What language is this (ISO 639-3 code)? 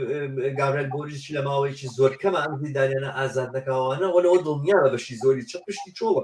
ckb